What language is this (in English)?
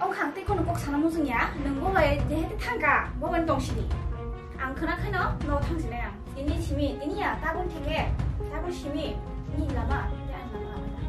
Kok Borok